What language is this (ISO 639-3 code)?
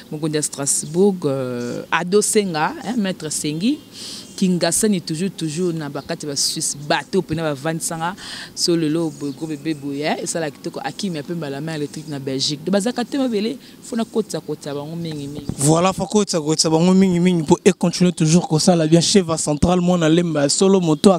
lin